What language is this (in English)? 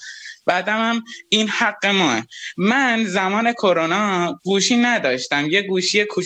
Persian